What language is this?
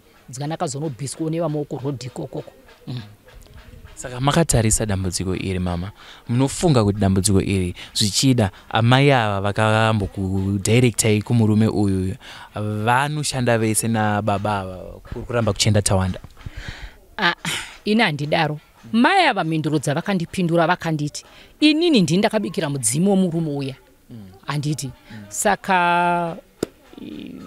Shona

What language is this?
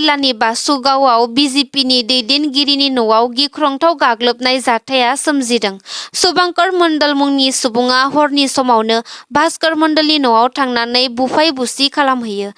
Bodo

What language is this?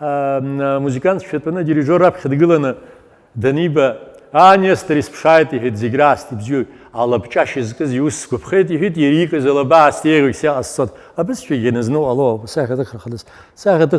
Abkhazian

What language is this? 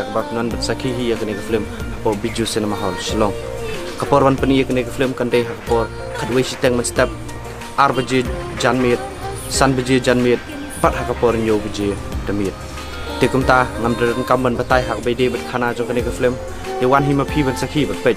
Khasi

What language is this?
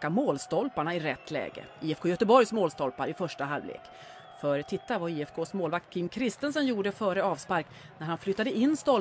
Swedish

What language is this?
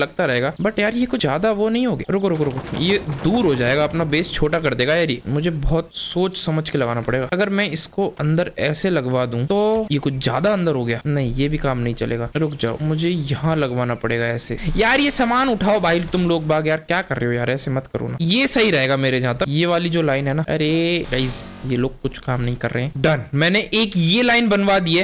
Hindi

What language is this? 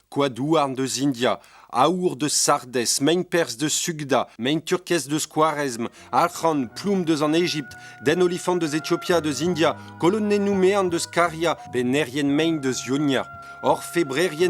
Breton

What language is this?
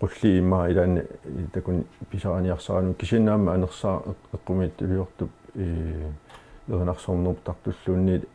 Kalaallisut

